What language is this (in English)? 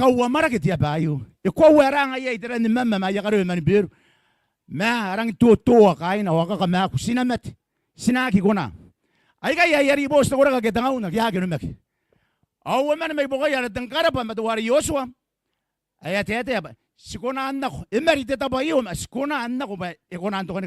Gilbertese